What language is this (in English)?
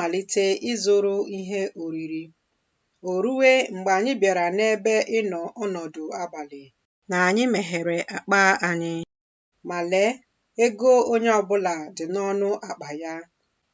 Igbo